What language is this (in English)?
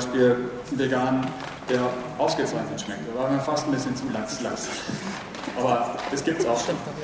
German